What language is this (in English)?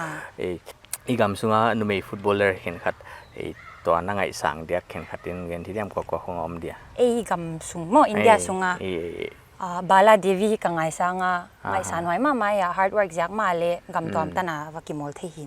Paite Chin